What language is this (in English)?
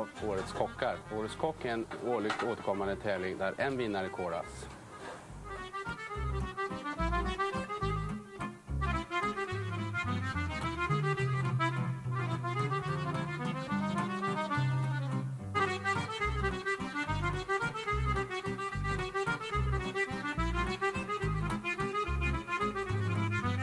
Swedish